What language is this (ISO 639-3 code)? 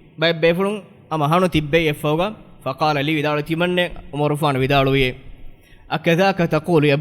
div